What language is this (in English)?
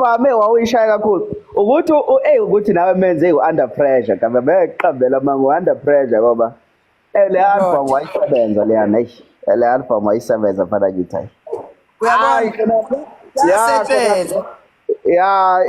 Zulu